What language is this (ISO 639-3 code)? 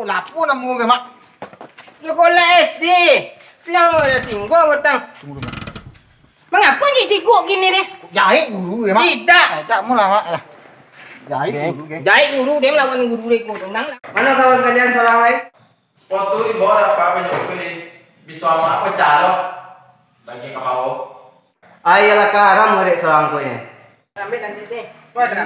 min